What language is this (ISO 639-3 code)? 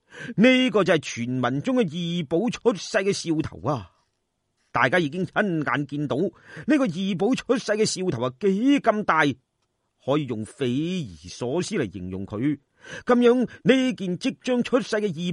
yue